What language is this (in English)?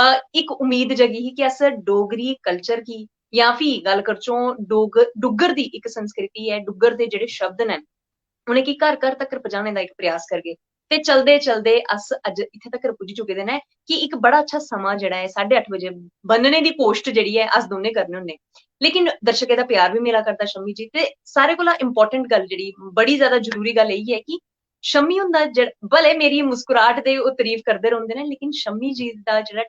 Dogri